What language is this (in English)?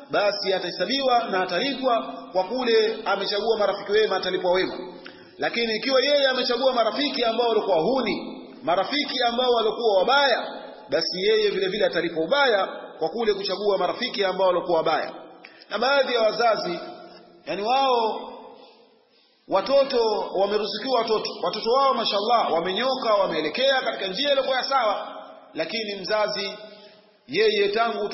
Swahili